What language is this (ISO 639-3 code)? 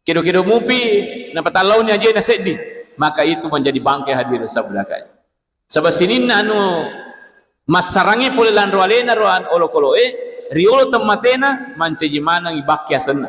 bug